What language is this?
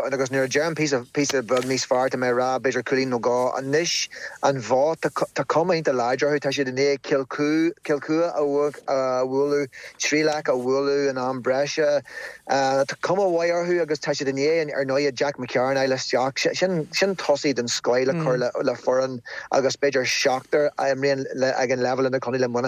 Irish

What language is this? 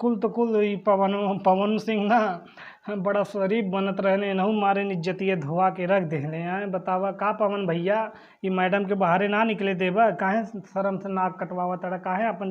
Bhojpuri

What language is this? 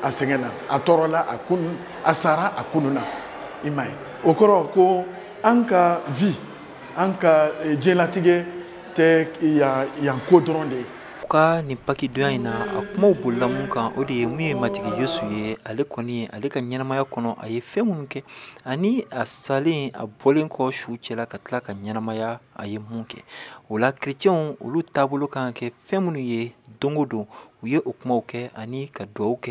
Bambara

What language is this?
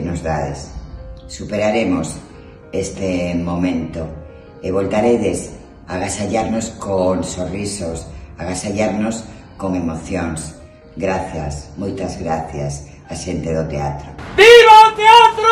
Galician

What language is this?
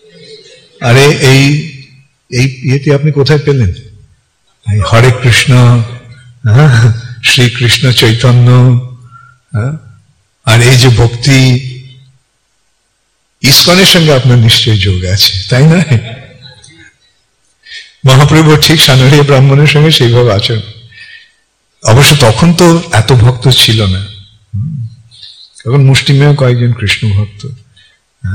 Bangla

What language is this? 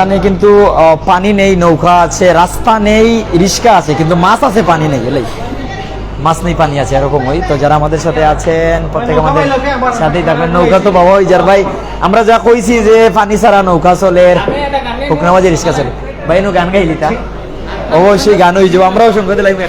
Sylheti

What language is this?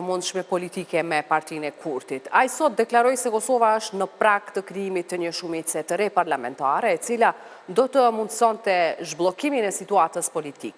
Albanian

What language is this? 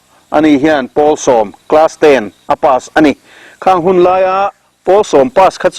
Mizo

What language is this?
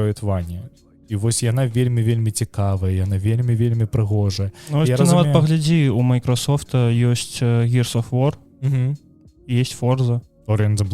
Belarusian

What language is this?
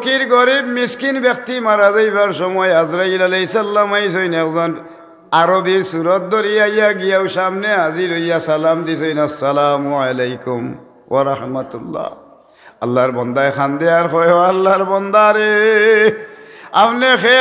Sylheti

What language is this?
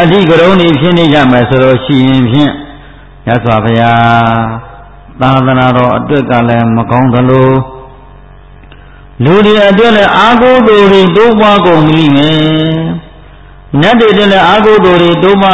Burmese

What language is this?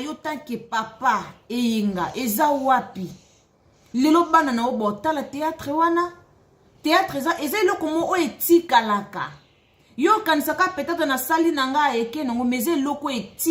Lingala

